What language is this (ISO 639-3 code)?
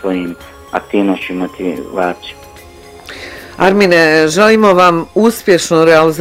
bos